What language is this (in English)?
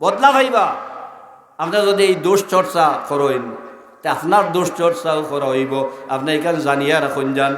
Sylheti